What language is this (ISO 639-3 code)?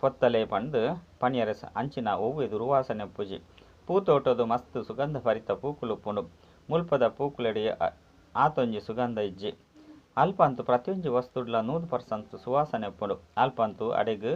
tcy